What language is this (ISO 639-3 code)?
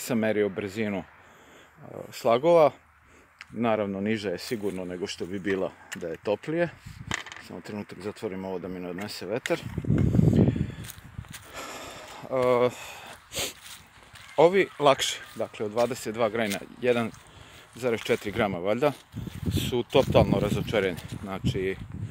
srp